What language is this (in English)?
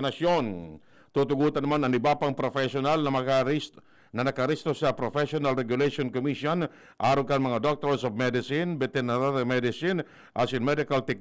Bikol